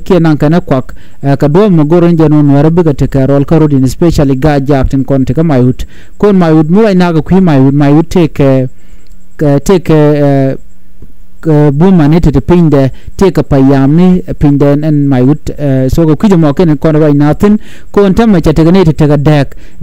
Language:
Nuer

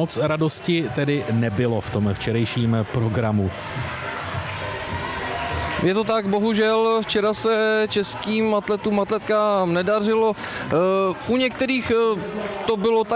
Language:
Czech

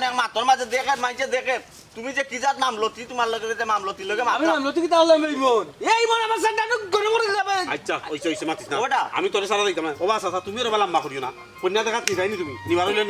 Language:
Sylheti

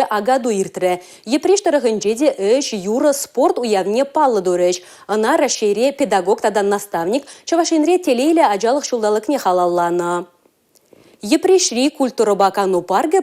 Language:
Chuvash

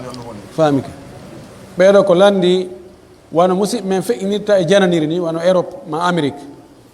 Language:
Pular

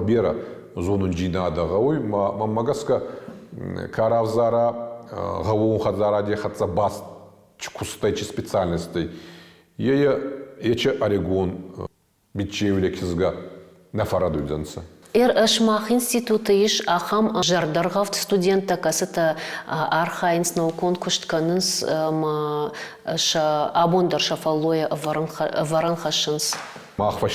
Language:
Ossetic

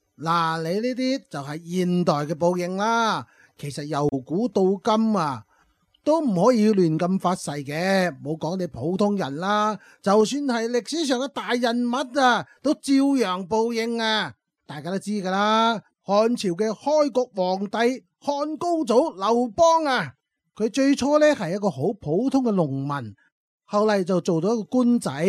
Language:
Cantonese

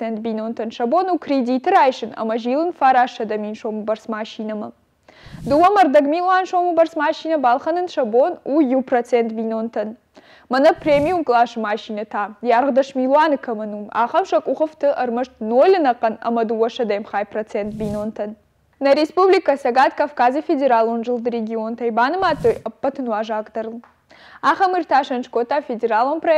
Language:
Ossetic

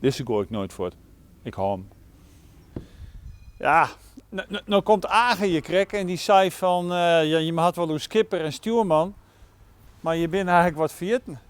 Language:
Western Frisian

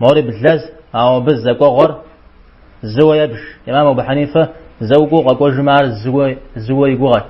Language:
Kabardian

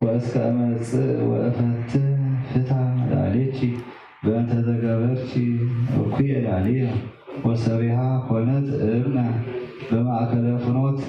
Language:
Geez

